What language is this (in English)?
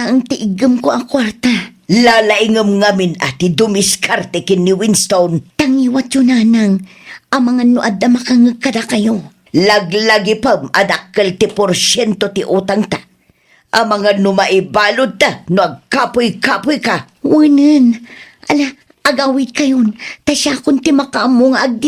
Iloko